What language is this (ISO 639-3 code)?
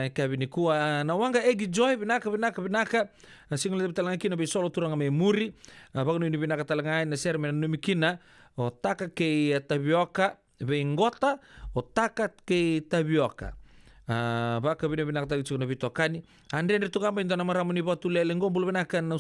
fij